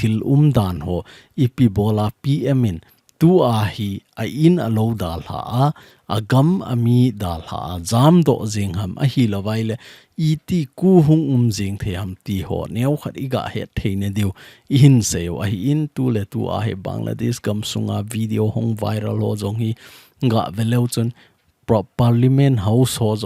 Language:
Thado Chin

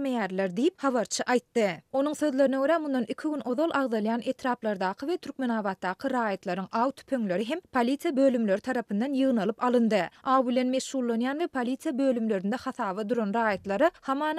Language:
Turkmen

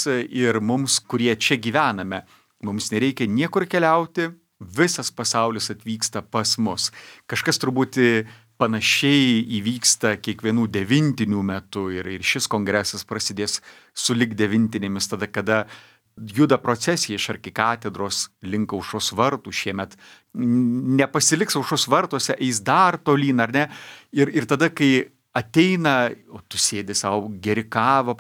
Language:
Lithuanian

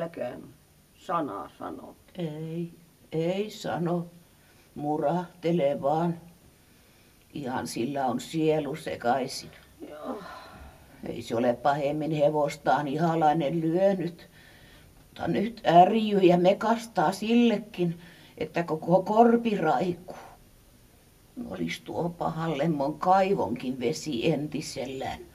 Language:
Finnish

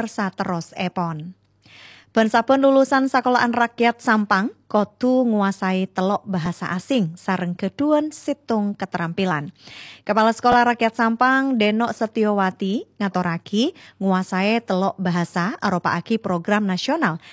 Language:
Madurese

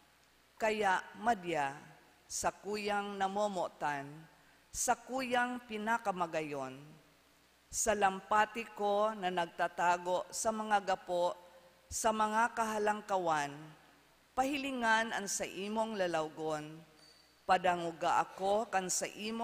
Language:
Bikol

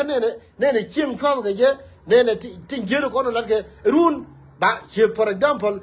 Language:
Nuer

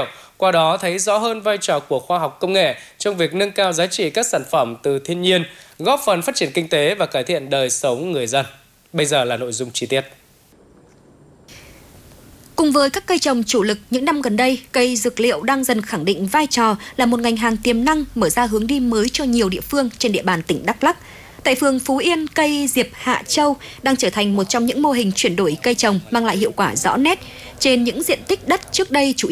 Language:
Vietnamese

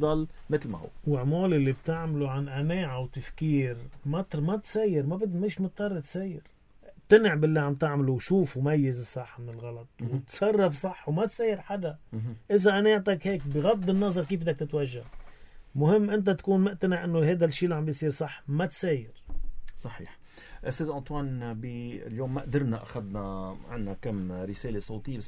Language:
North Levantine Arabic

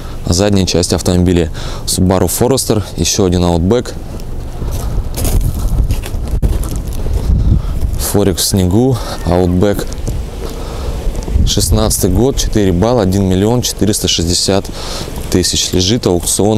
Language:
Russian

